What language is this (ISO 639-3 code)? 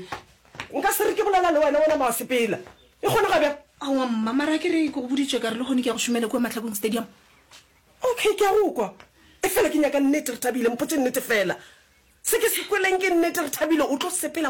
nso